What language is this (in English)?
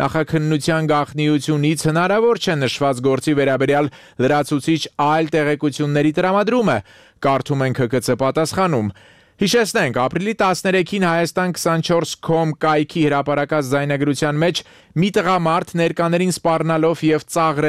Armenian